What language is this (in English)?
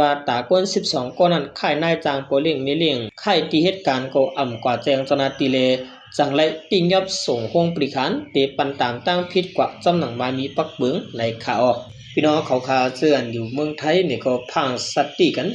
Shan